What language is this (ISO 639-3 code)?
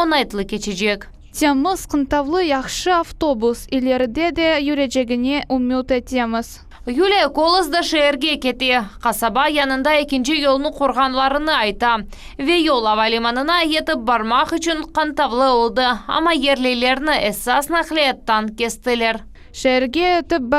crh